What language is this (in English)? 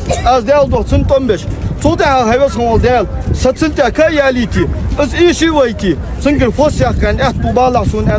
Ingush